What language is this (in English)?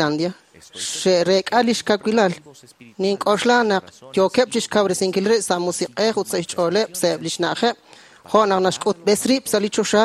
Kekchí